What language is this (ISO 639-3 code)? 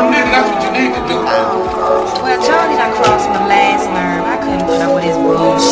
eng